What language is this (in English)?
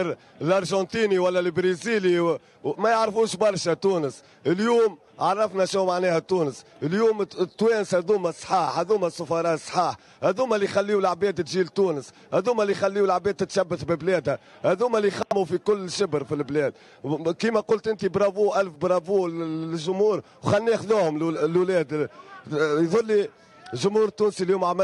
Tunisian Arabic